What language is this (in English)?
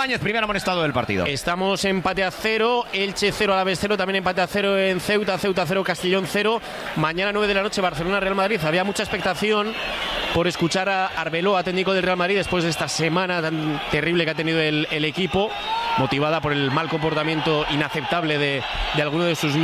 Spanish